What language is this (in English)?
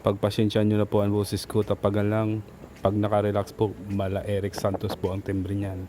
Bikol